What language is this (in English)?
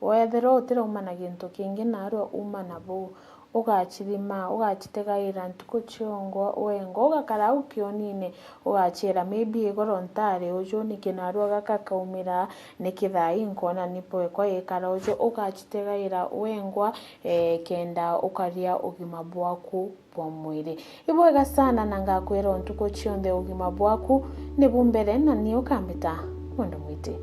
Meru